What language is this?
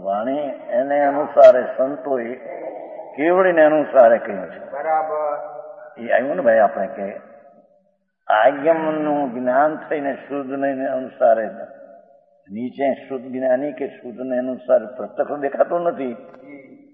Gujarati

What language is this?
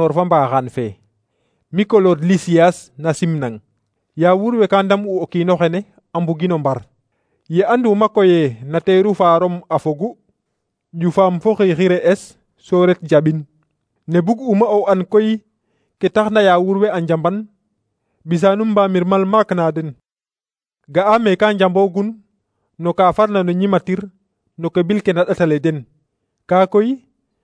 Serer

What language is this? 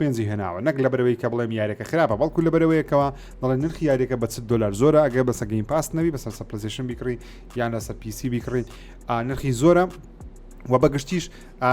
Central Kurdish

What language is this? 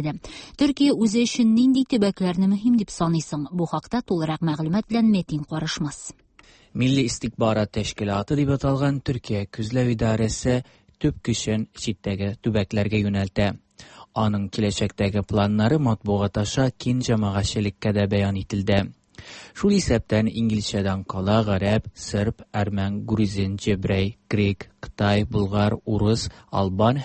Tatar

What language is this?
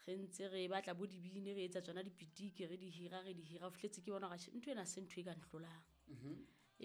Southern Sotho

